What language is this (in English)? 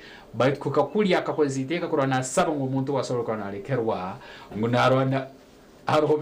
Nyankole